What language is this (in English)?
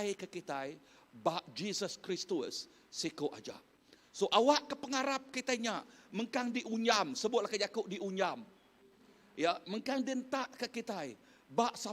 Iban